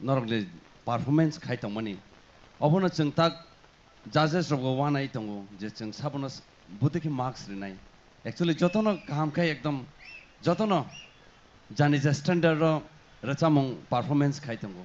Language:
Kok Borok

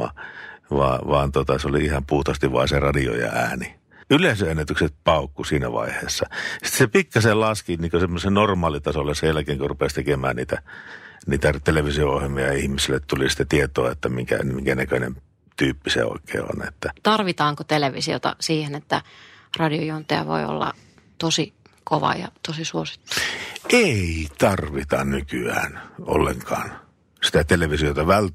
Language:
Finnish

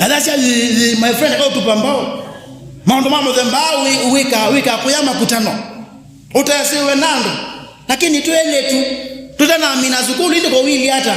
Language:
Kamba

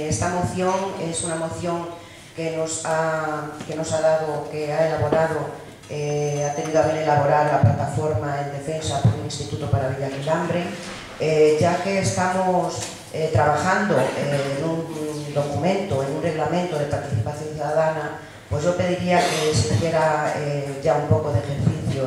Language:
Spanish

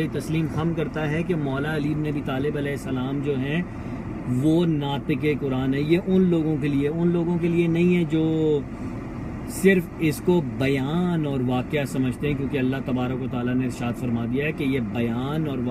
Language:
Urdu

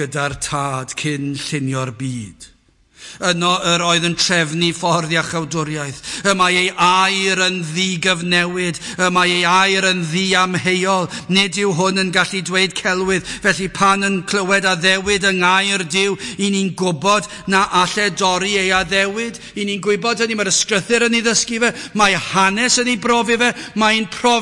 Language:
Welsh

